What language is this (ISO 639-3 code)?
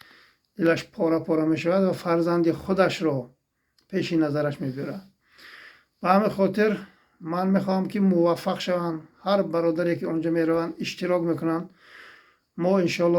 tgk